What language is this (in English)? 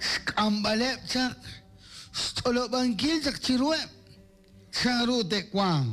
Kekchí